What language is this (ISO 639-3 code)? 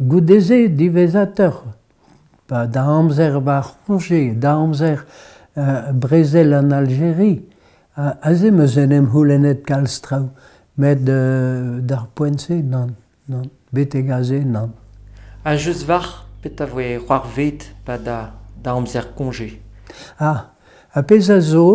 bre